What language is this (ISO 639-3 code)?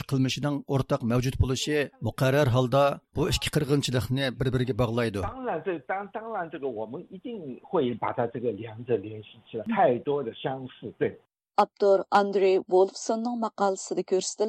uig